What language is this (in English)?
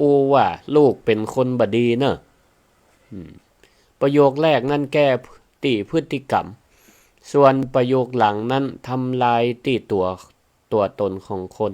Northern Thai